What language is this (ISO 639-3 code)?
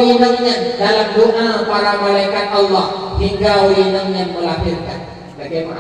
ace